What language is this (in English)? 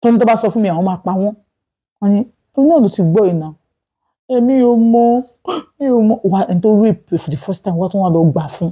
Yoruba